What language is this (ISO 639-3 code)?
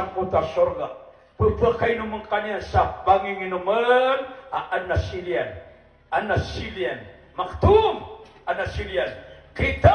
mrw